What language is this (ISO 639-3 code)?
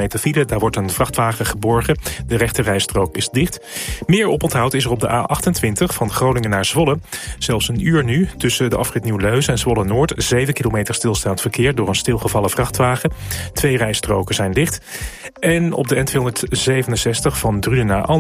nld